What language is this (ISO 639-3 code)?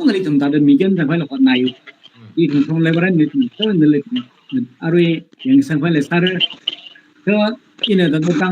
nmf